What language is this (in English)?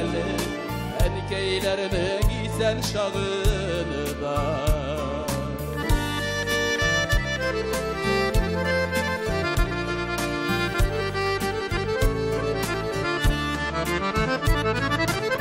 Tatar